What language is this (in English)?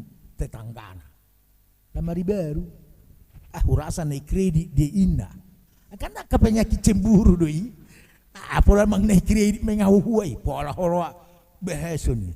Batak Toba